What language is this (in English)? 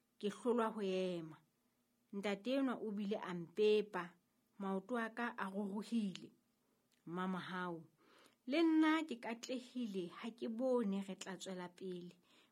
Southern Sotho